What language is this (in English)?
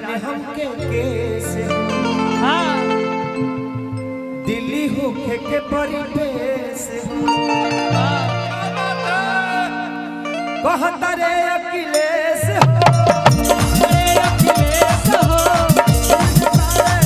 Bhojpuri